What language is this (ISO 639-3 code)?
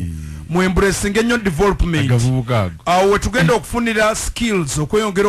lug